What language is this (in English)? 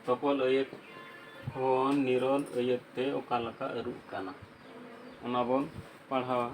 Santali